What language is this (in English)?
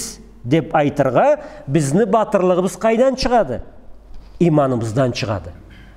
Karachay-Balkar